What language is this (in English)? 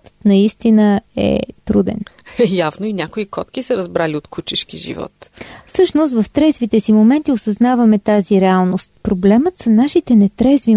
Bulgarian